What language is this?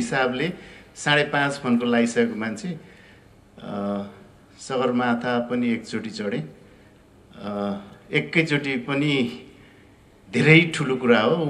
Nepali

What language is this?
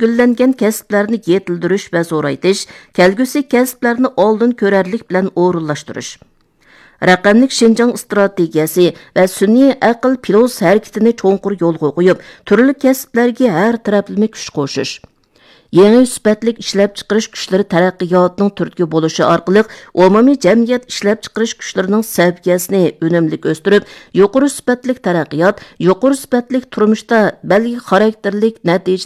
Uyghur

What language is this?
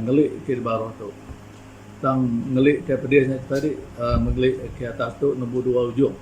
Iban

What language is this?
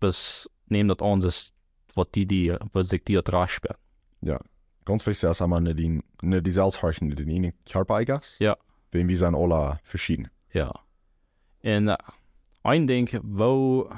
Plautdietsch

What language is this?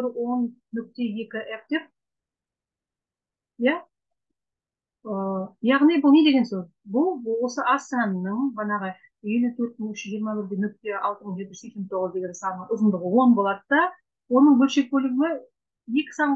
Kazakh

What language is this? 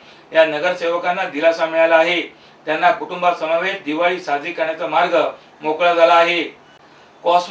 Marathi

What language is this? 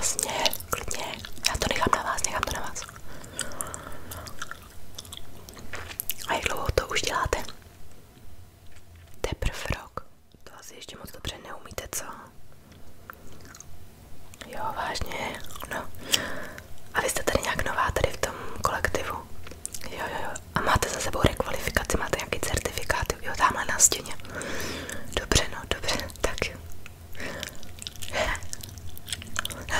Czech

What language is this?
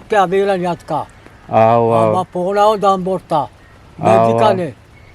Eastern Balochi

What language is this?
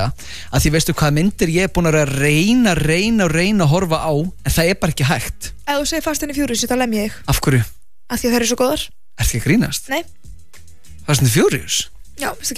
Icelandic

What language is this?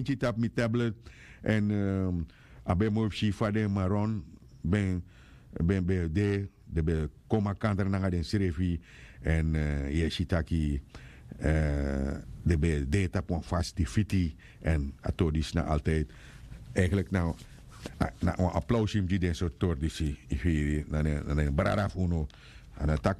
Sranan Tongo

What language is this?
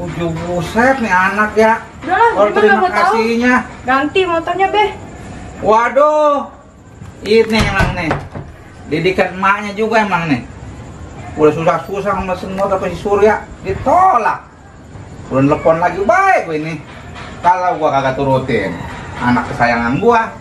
Betawi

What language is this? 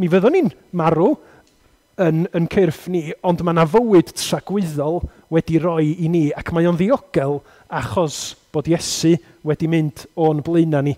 Welsh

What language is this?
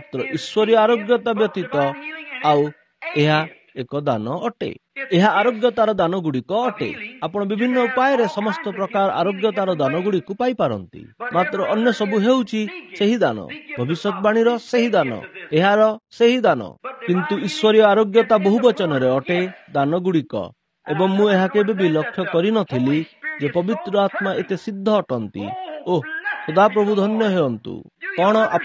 Odia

